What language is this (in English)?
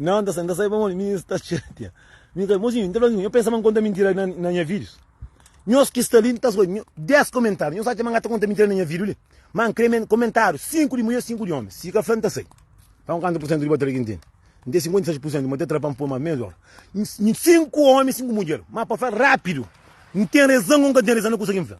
Kabuverdianu